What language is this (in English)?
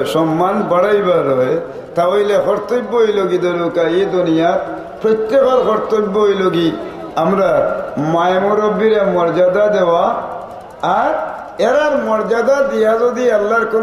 Sylheti